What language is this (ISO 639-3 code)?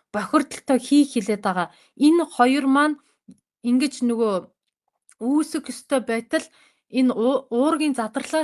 mon